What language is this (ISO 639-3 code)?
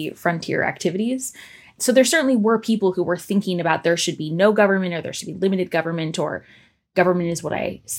eng